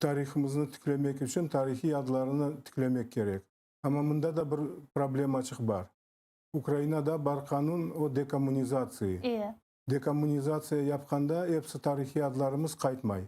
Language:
Crimean Tatar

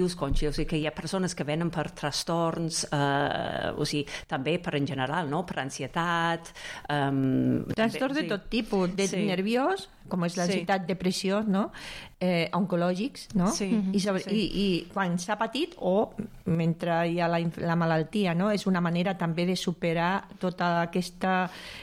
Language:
Catalan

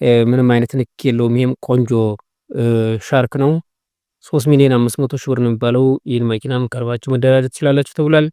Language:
Amharic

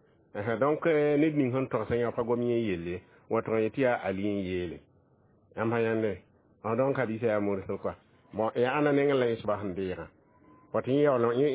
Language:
Mossi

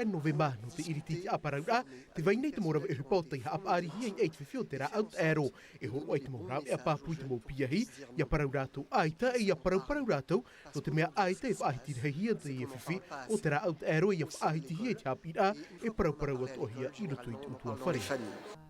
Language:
Tahitian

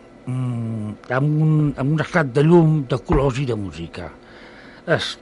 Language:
Catalan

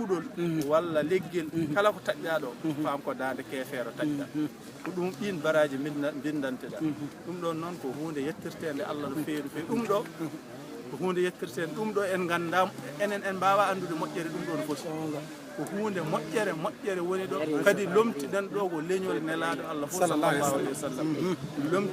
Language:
Fula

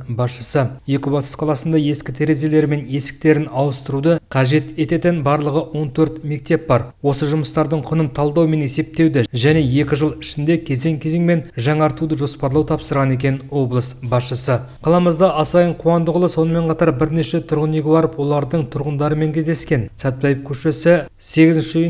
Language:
Kazakh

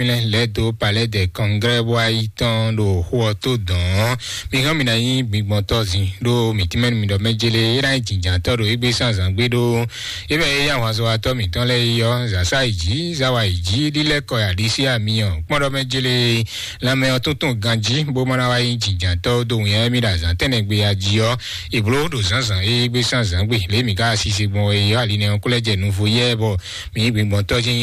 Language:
Fon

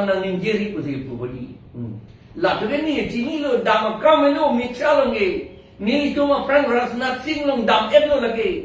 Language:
Karbi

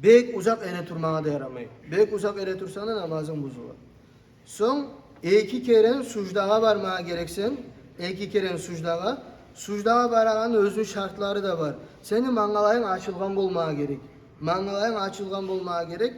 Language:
Kumyk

